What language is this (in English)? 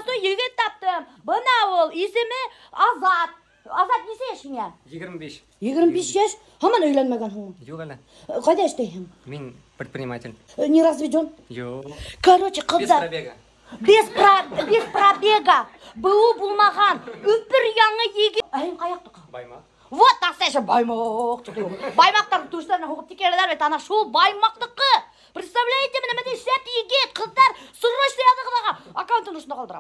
Bashkir